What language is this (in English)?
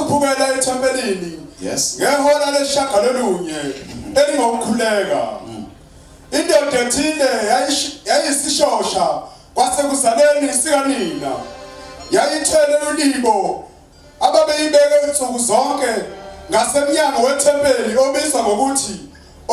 Zulu